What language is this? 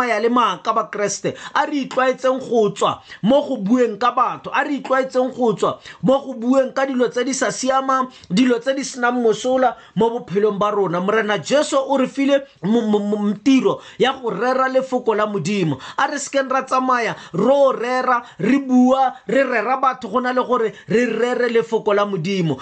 Tswana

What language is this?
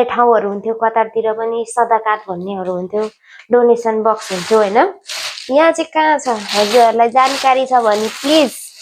Nepali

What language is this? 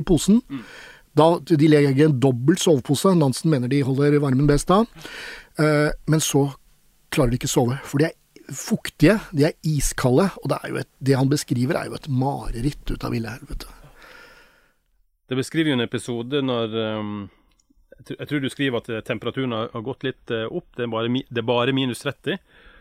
Norwegian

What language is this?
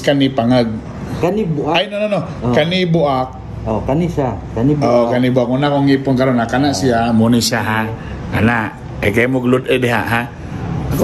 Cebuano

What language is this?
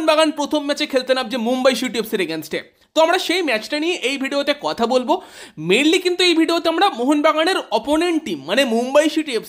Bangla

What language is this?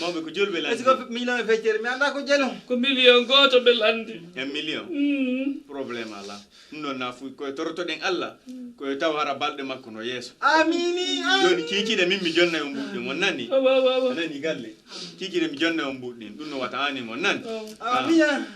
Fula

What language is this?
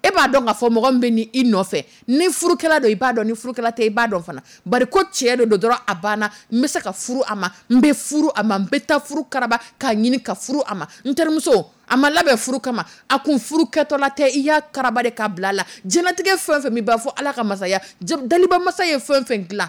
Dyula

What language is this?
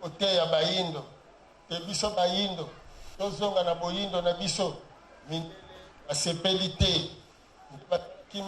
Lingala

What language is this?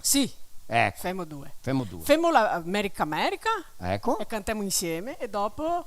Venetian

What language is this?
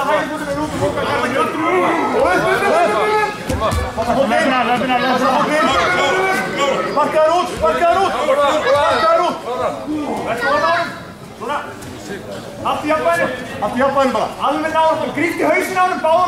Icelandic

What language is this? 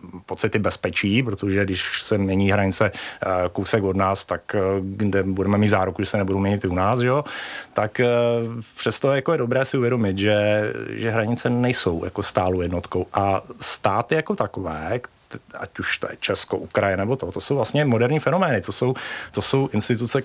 Czech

